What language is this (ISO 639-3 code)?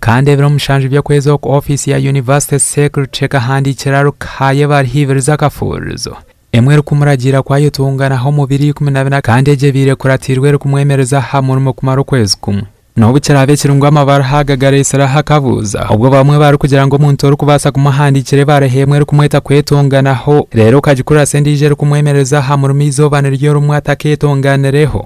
nyn